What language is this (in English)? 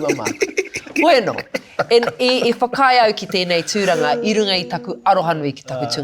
Māori